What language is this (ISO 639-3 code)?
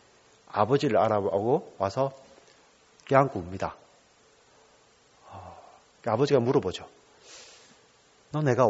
kor